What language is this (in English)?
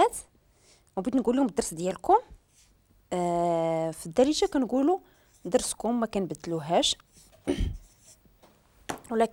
Moroccan Arabic